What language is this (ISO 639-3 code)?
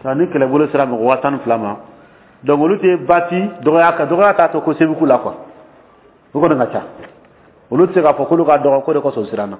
dyu